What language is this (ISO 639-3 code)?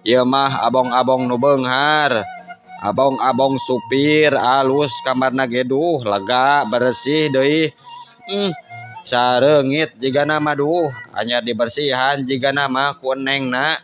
sun